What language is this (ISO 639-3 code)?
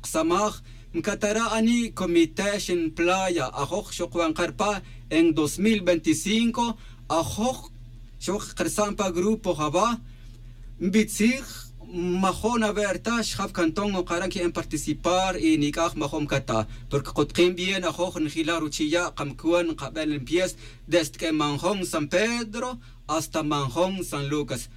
tzj